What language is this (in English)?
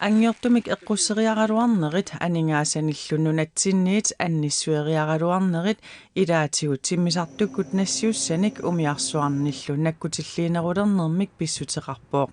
Kalaallisut